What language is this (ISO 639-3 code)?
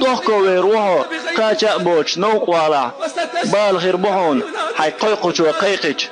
che